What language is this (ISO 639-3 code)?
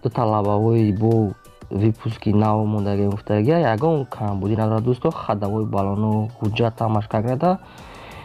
tgk